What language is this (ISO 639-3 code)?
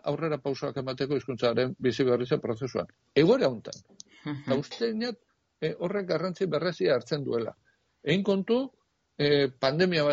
eus